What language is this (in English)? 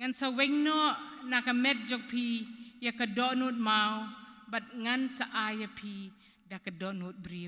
Khasi